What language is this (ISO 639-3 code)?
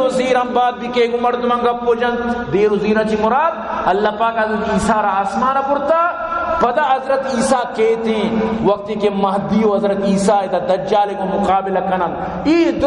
bal